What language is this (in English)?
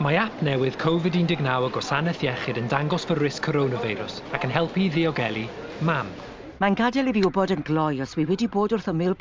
Welsh